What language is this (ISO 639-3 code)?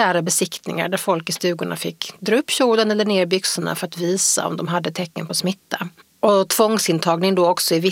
swe